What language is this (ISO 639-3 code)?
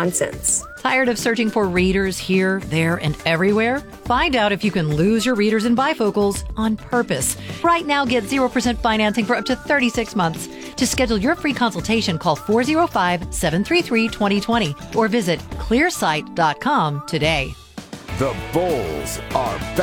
eng